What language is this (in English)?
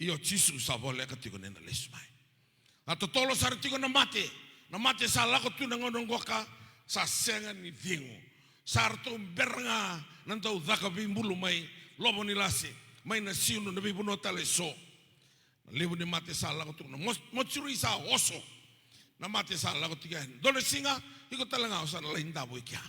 Fijian